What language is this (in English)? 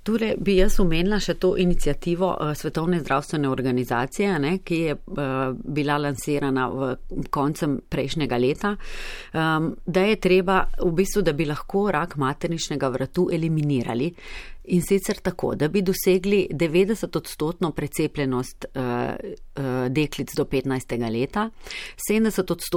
Slovenian